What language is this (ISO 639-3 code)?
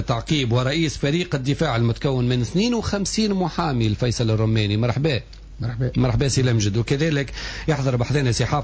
aeb